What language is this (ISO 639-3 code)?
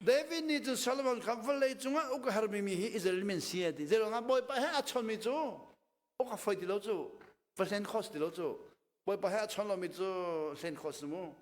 cnh